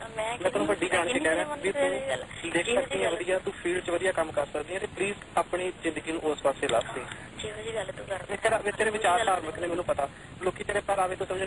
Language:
Punjabi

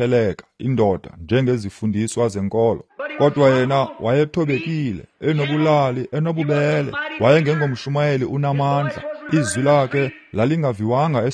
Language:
Xhosa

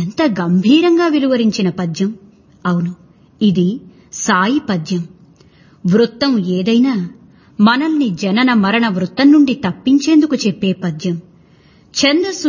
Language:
Telugu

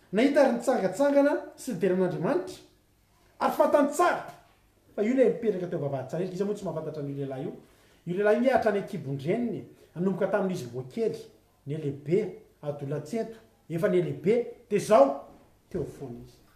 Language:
Malagasy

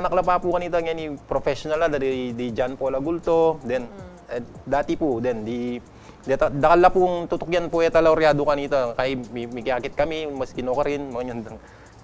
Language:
Pampanga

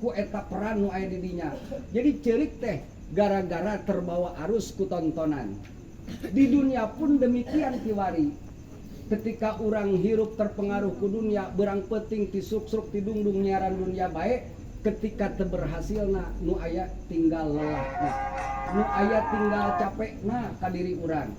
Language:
Sundanese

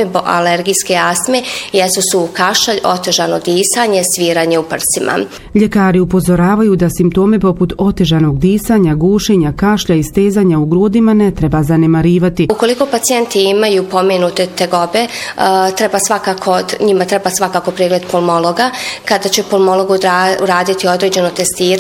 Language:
Bosnian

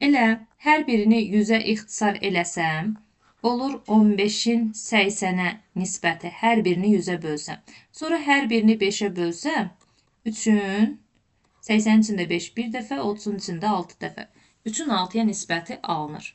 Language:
Azerbaijani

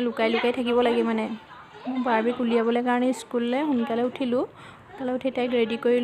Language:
Assamese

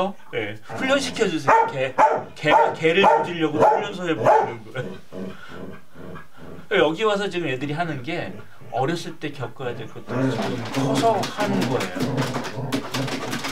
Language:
Korean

